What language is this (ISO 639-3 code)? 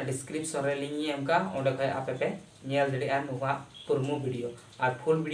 sat